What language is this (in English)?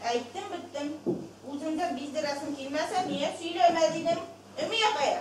Bashkir